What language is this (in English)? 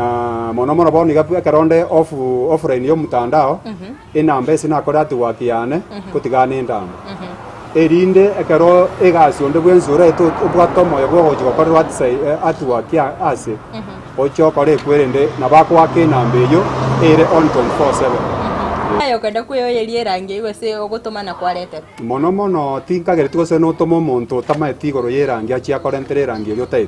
Gusii